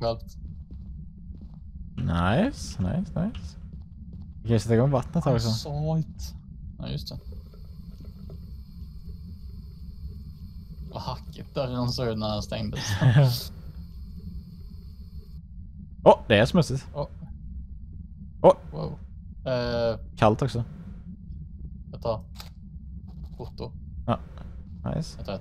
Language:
Swedish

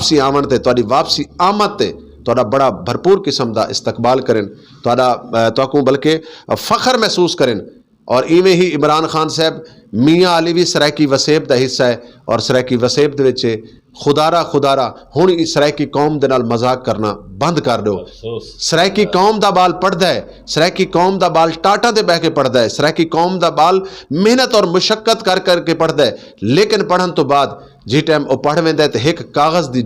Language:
Saraiki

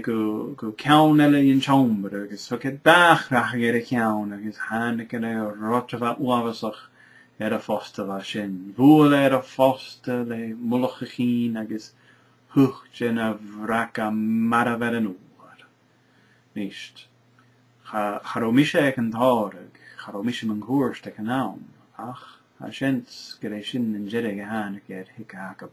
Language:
Scottish Gaelic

